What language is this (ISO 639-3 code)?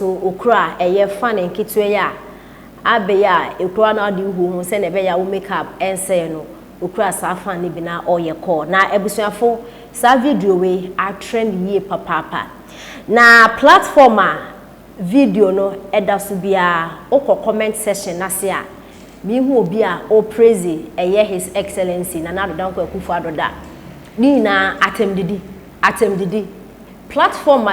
aka